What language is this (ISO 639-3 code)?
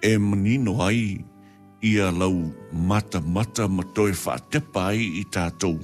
smo